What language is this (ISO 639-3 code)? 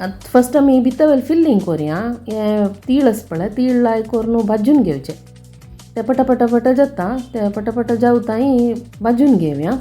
kok